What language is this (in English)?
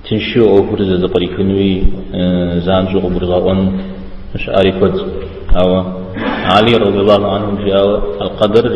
Kabardian